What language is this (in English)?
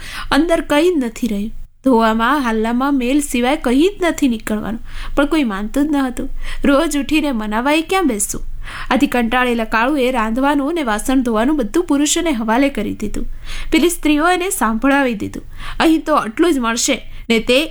Gujarati